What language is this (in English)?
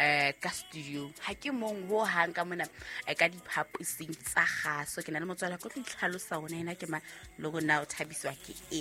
Southern Sotho